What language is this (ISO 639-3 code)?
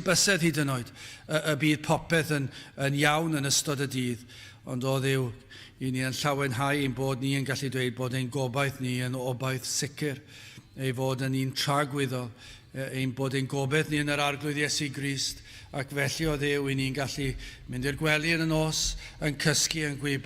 cym